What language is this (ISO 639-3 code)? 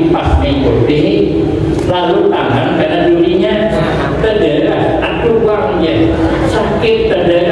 bjn